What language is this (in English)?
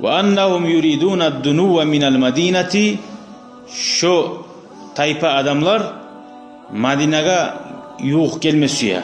Kumyk